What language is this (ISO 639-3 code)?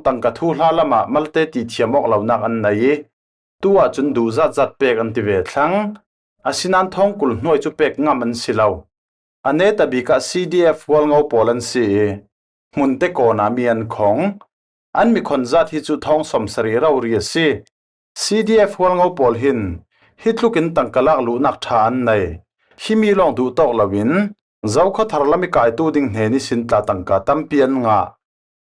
cfm